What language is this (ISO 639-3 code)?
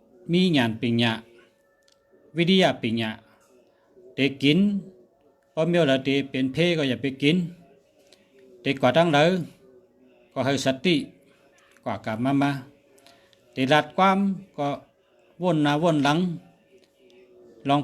shn